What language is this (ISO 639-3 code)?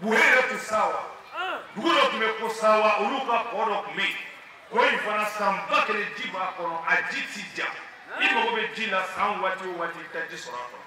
bam